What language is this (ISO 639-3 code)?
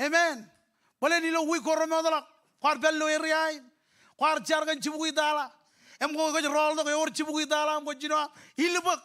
mah